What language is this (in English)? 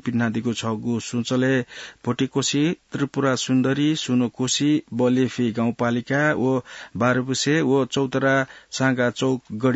Newari